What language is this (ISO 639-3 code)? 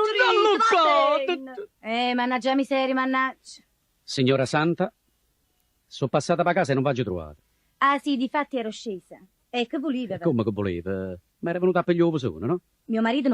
nap